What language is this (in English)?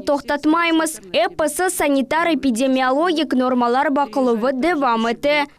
Crimean Tatar